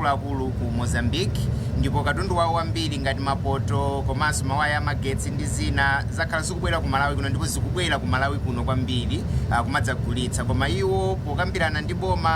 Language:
Nyanja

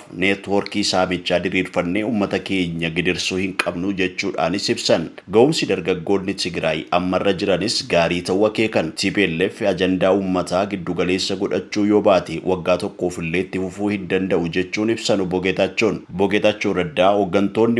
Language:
Oromo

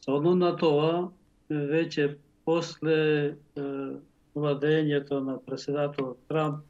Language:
Macedonian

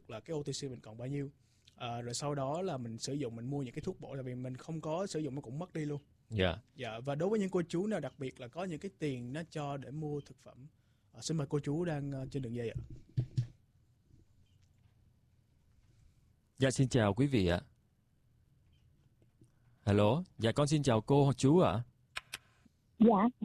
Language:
Vietnamese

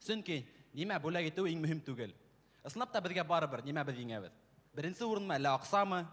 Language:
Bashkir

